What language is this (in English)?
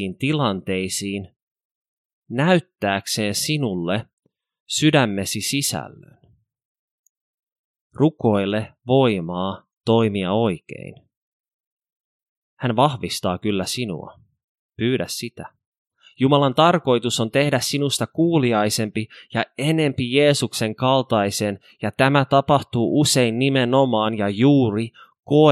Finnish